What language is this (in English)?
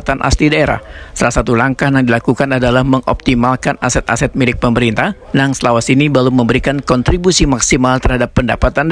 Banjar